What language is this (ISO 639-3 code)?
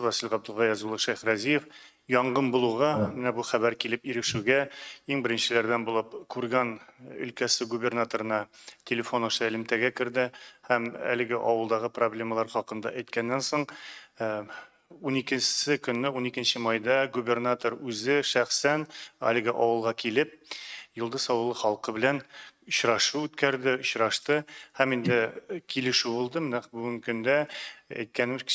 tat